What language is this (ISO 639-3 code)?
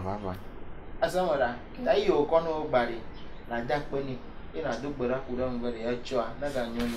ewe